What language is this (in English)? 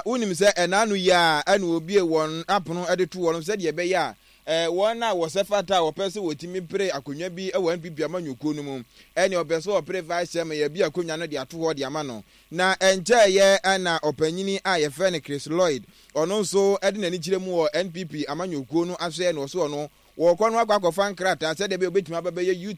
Akan